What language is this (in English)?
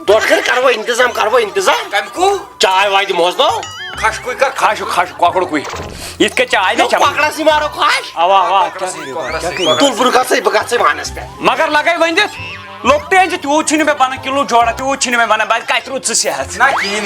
Kashmiri